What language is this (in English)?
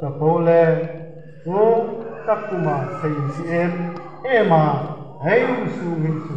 Hmar